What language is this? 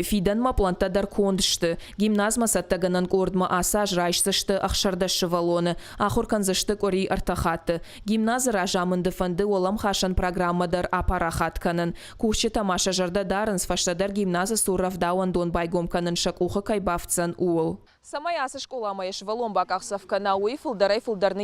Ossetic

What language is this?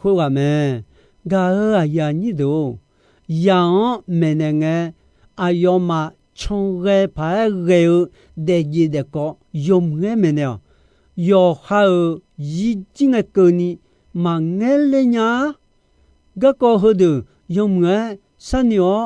Akha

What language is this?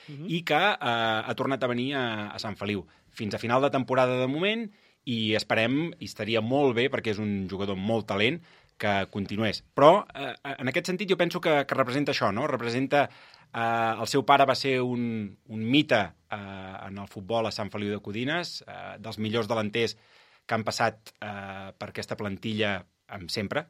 Catalan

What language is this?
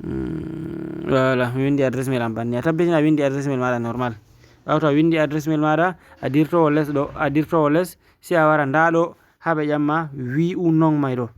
Fula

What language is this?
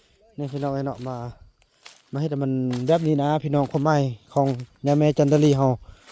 Lao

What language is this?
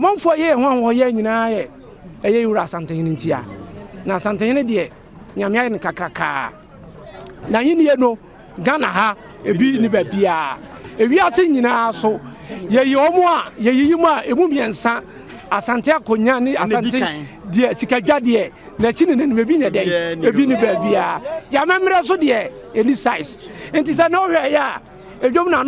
Akan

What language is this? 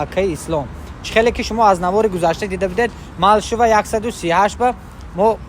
Tajik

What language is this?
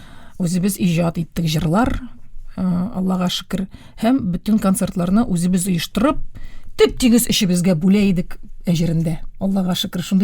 Tatar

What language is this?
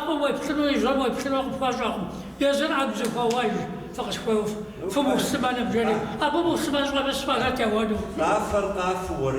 Kabardian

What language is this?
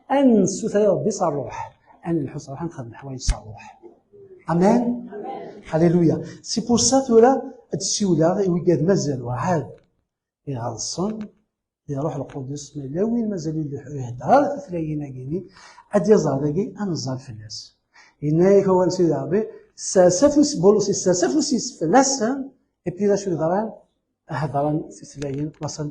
Kabyle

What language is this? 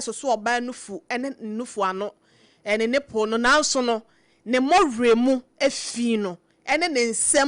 Akan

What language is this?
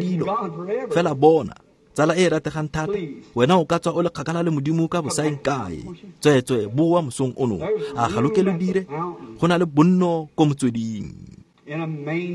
Tswana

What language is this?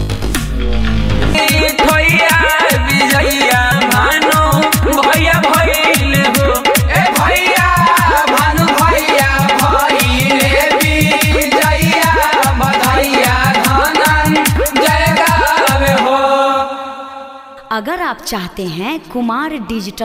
Bhojpuri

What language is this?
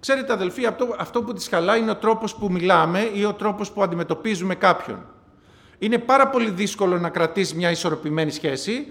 Greek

